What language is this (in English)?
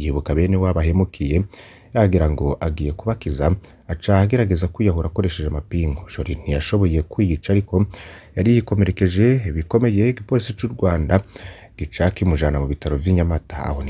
Rundi